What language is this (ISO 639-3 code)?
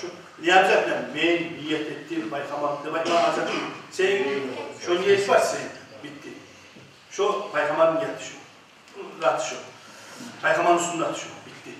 kum